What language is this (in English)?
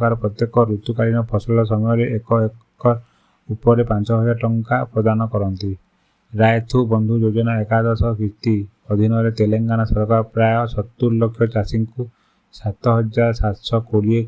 Odia